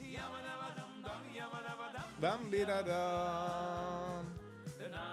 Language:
Yiddish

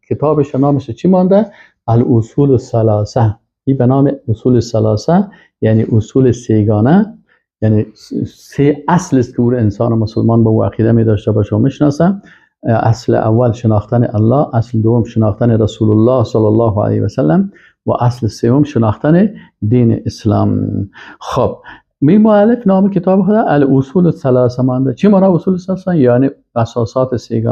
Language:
Persian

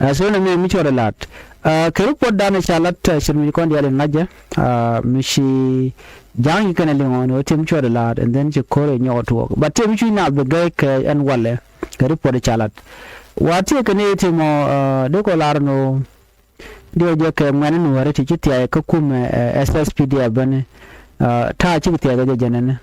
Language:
Nuer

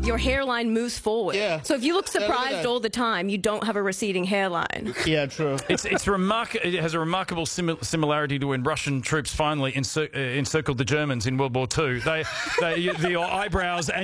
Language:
English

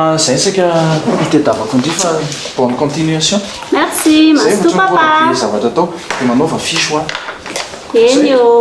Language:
Malagasy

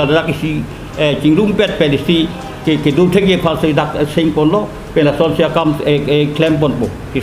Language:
Karbi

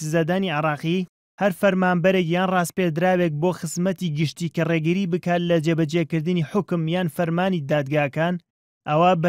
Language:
Central Kurdish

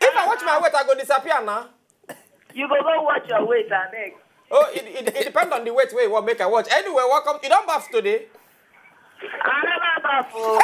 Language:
Nigerian Pidgin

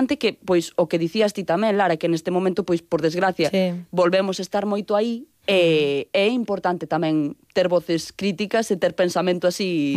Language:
Galician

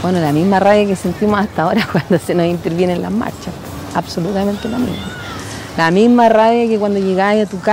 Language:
Spanish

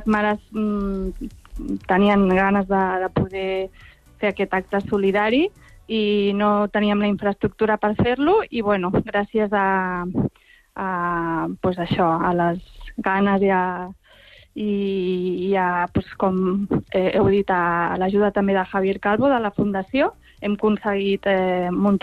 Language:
Catalan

